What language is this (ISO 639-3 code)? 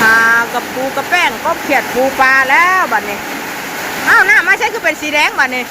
tts